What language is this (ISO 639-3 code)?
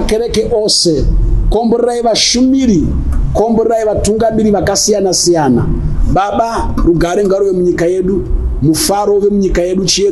sna